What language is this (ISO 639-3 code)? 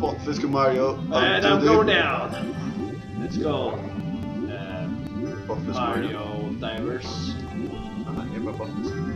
fao